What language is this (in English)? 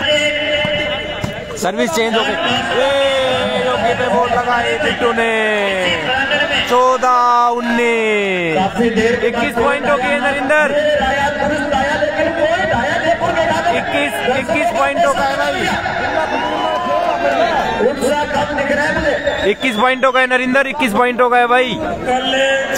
Hindi